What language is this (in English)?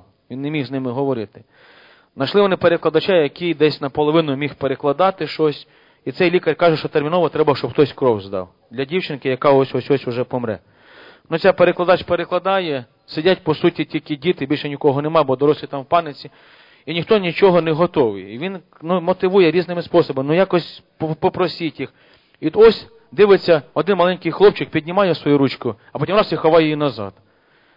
Ukrainian